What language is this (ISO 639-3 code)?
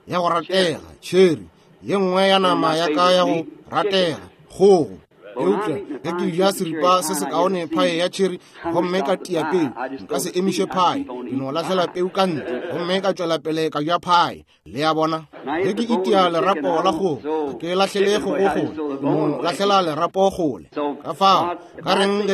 nso